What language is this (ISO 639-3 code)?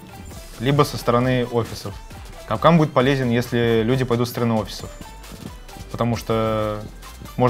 rus